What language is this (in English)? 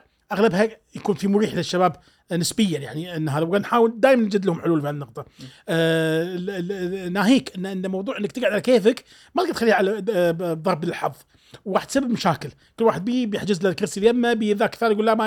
Gulf Arabic